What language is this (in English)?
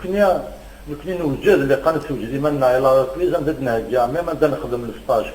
Kabyle